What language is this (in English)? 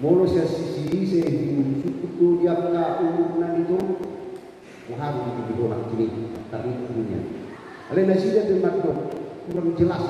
Batak Toba